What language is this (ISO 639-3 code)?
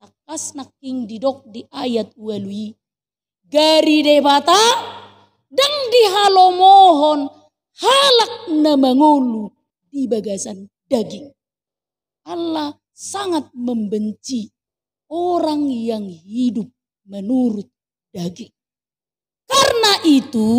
bbc